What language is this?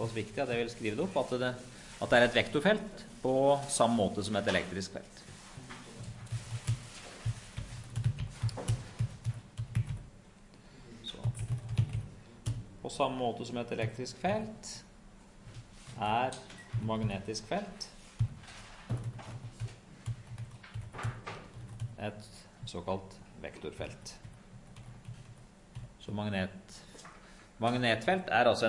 Norwegian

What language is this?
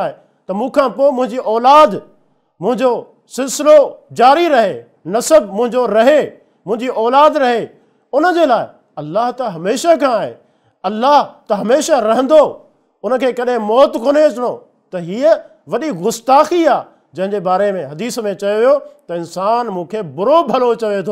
Sindhi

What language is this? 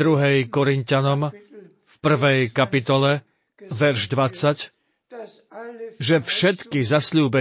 Slovak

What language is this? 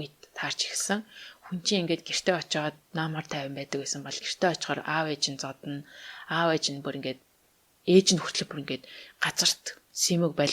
Mongolian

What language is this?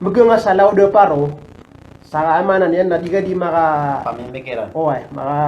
Maranao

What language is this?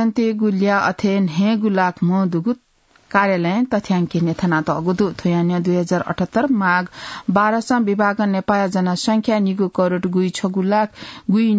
Newari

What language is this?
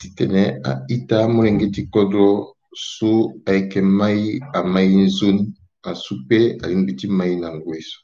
Sango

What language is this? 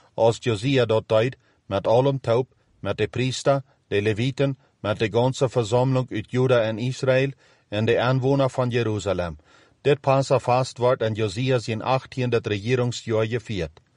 Plautdietsch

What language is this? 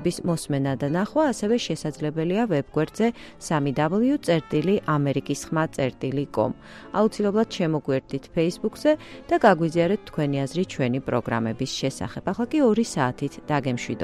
Georgian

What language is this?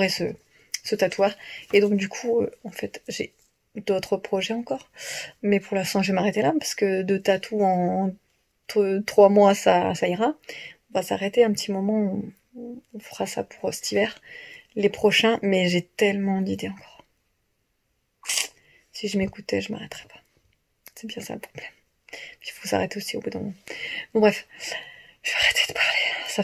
French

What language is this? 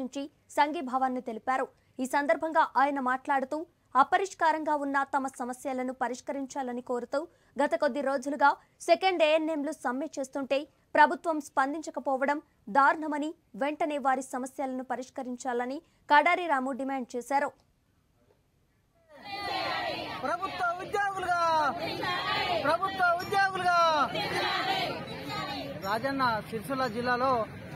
Telugu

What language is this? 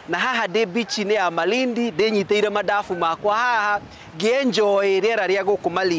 Kikuyu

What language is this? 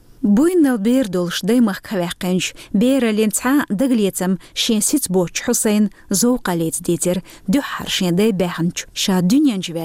Chechen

